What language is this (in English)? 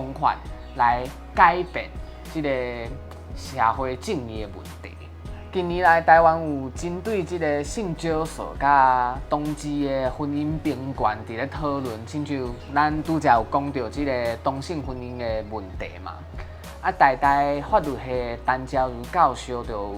Min Nan Chinese